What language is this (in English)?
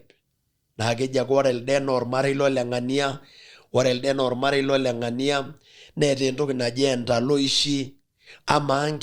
Masai